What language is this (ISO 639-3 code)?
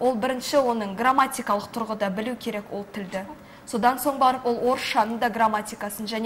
kaz